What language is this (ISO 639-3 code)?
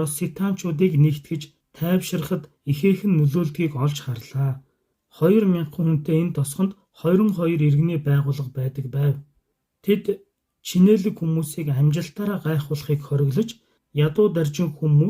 mon